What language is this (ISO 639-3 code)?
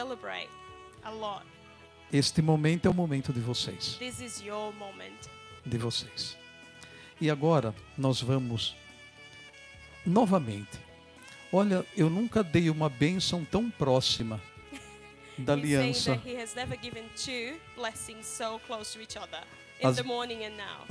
por